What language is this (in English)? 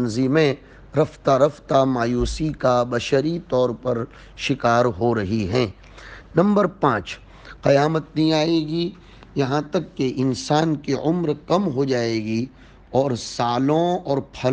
Urdu